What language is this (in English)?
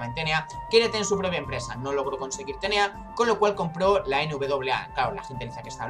Spanish